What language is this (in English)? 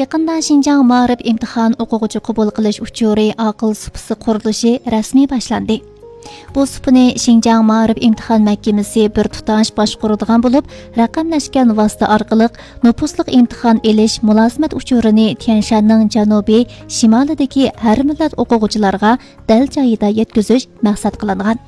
Uyghur